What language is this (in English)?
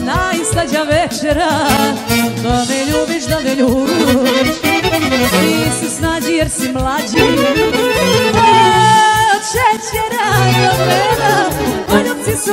Serbian